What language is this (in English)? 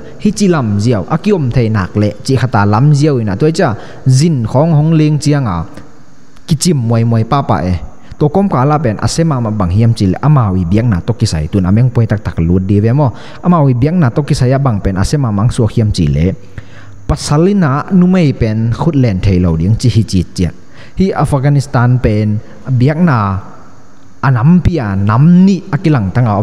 Tedim Chin